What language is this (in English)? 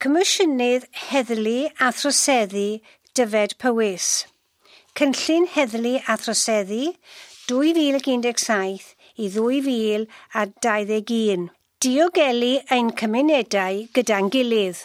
Welsh